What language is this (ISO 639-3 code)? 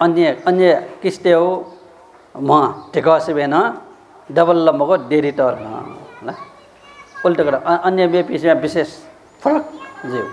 new